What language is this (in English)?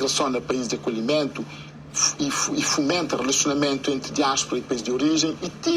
Kabuverdianu